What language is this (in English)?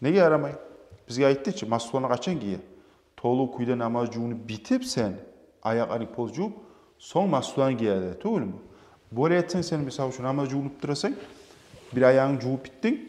Kumyk